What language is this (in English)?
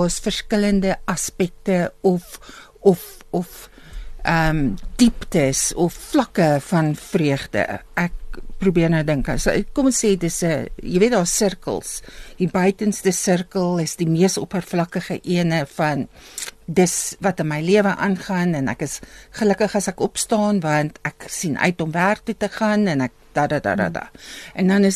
Afrikaans